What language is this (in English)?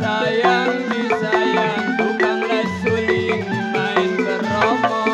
Betawi